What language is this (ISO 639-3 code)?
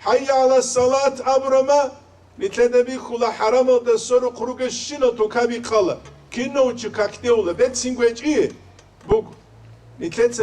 ava